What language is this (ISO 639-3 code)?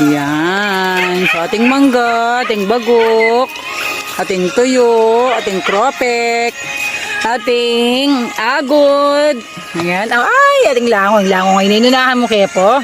pam